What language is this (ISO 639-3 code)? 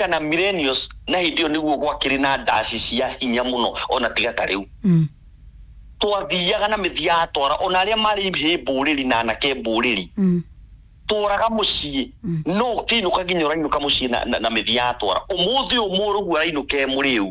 kik